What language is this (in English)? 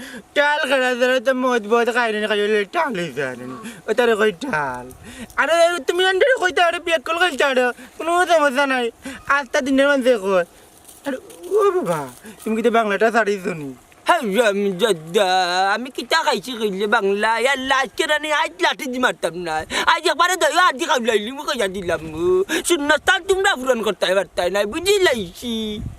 Sylheti